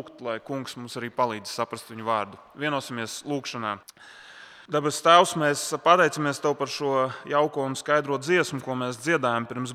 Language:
Latvian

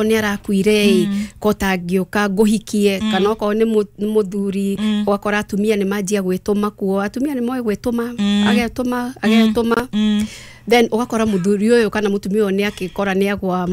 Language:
Kikuyu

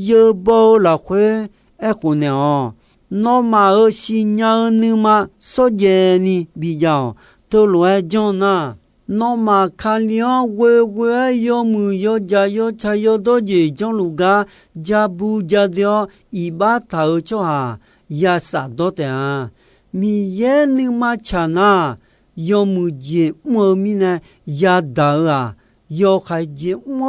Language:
Akha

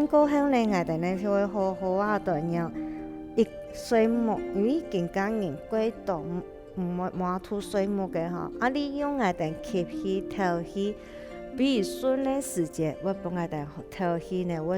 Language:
Hakka Chinese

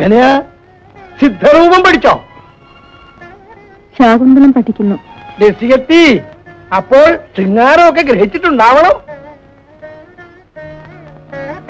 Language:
Malayalam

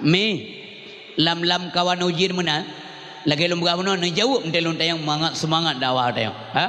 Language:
Achinese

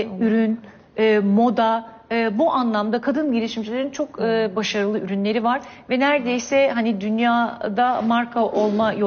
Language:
Turkish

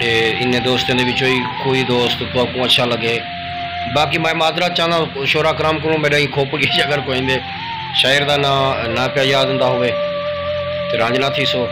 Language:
Saraiki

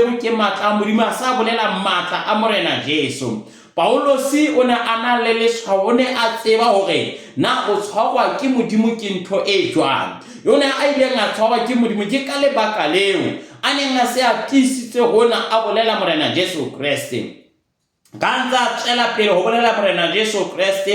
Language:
Southern Sotho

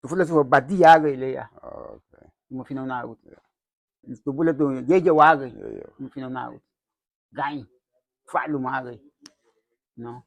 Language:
Garifuna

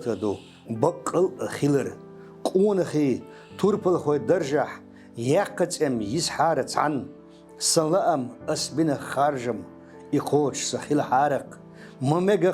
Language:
Chechen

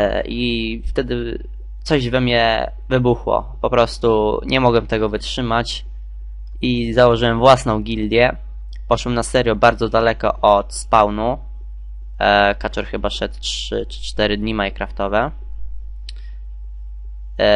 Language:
Polish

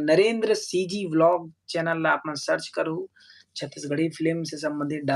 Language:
Chhattisgarhi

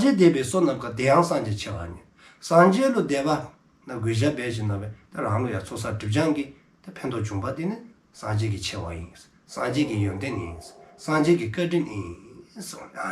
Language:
Dzongkha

